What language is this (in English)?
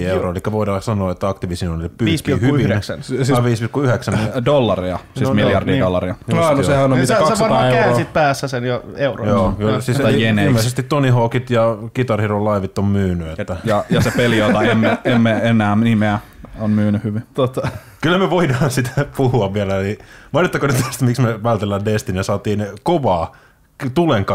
Finnish